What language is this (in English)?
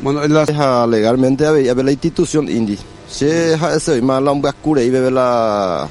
Guarani